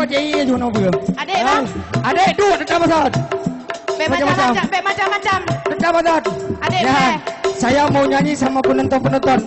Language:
Achinese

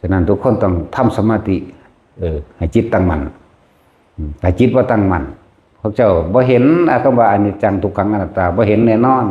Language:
Northeastern Thai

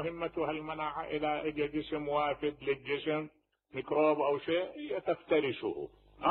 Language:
Mesopotamian Arabic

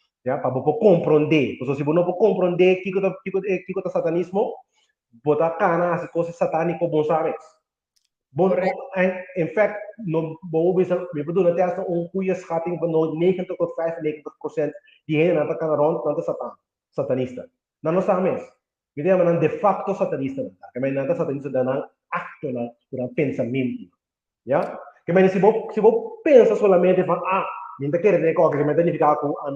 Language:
Papiamento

